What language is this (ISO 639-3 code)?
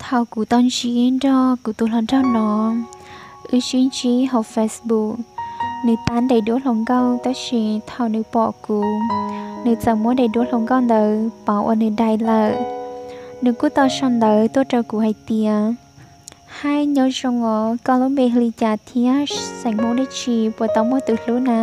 hmn